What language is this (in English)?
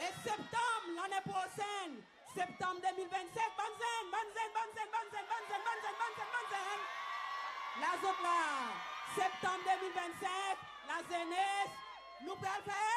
Seselwa Creole French